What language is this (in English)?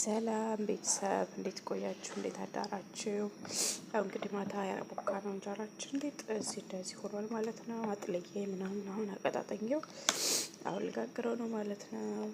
Amharic